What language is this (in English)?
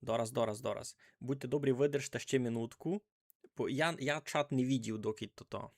Rusyn